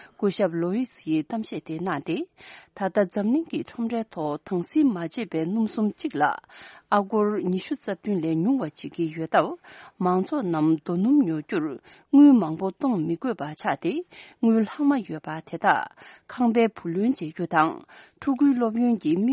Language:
Tibetan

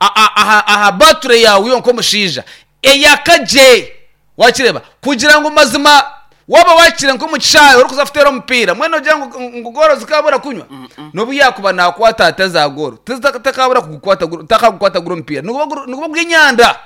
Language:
Nyankole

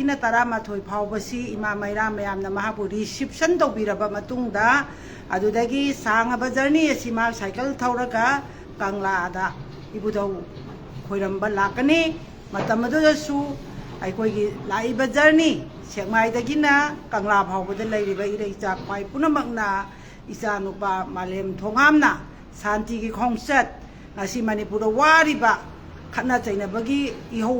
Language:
Manipuri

